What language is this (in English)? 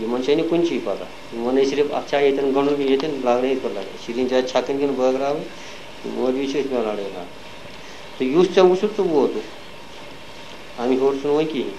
Kashmiri